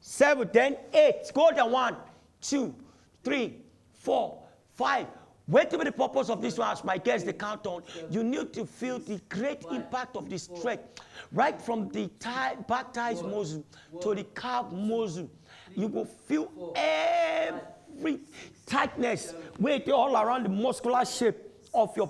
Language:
Nigerian Pidgin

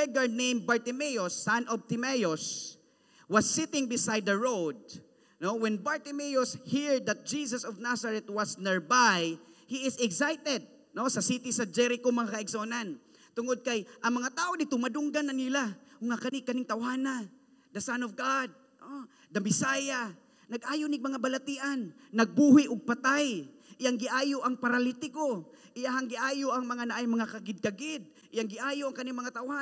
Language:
Cebuano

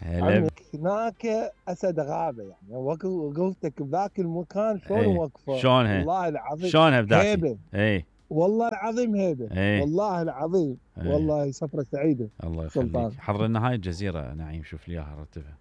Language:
Mesopotamian Arabic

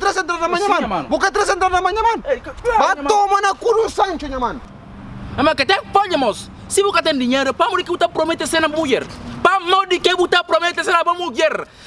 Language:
Kabuverdianu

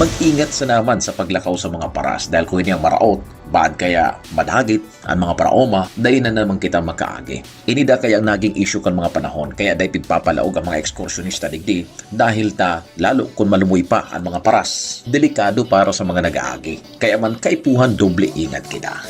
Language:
Bikol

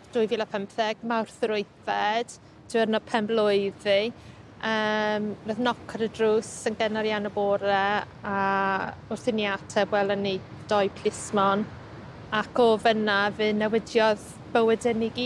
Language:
Welsh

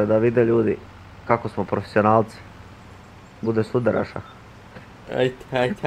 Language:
Croatian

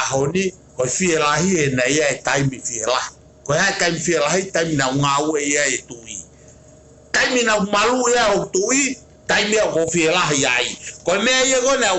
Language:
Tongan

